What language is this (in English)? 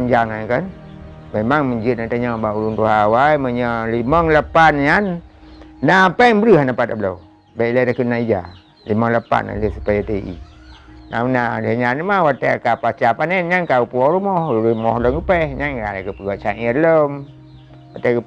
Achinese